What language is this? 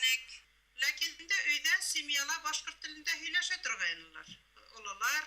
Bashkir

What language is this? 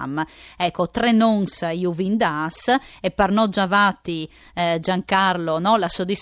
Friulian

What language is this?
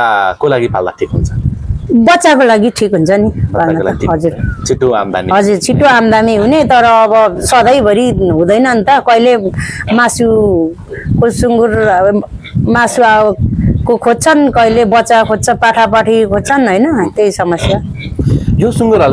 Nepali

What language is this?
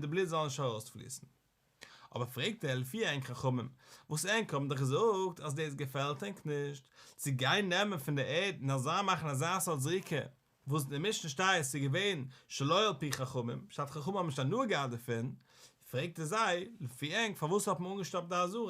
Yiddish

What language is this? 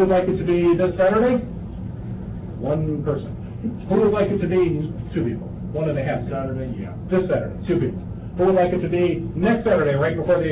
English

